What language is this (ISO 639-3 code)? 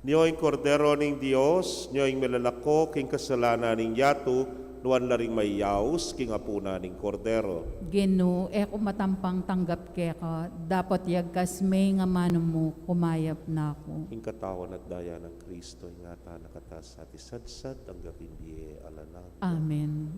pam